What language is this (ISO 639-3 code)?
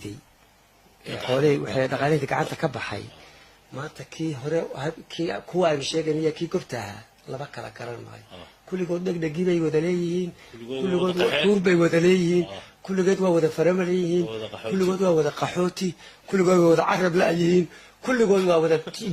som